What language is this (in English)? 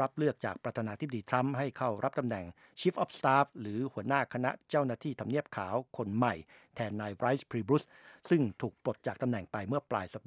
Thai